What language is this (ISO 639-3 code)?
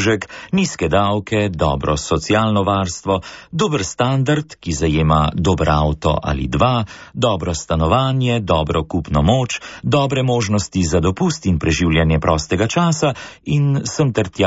slv